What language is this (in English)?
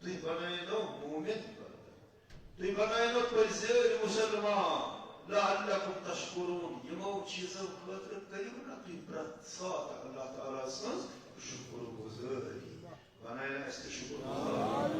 Kashmiri